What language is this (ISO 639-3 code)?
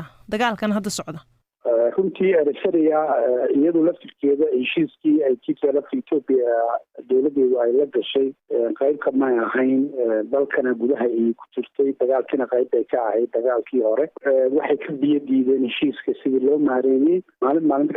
som